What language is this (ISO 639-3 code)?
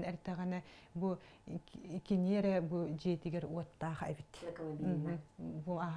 sah